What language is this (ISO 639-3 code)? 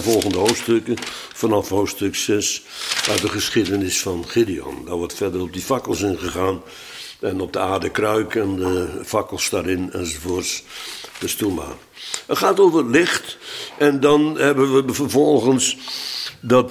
nld